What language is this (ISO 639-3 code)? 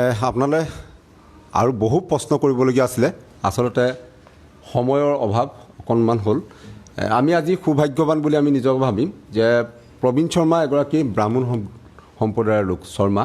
asm